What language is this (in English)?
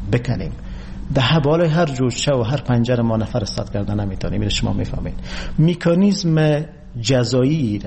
Persian